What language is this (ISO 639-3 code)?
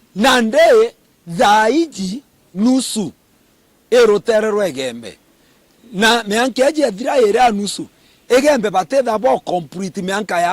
mer